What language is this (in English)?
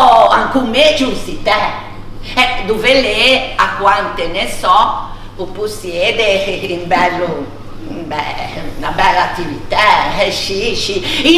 Ligurian